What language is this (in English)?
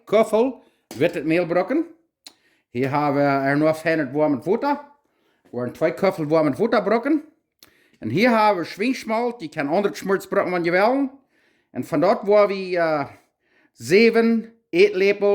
Plautdietsch